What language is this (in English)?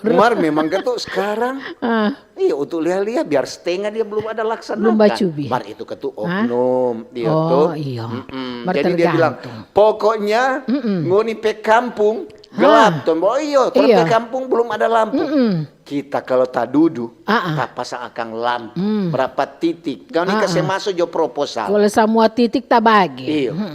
Manado Malay